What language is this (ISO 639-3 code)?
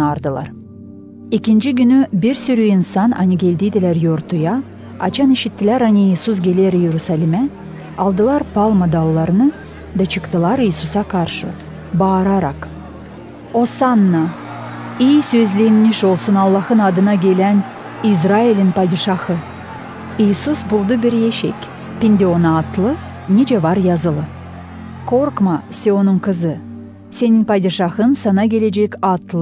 gag